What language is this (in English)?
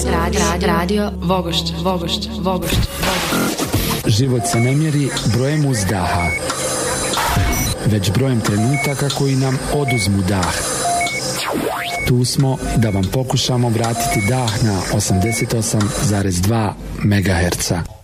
Bosnian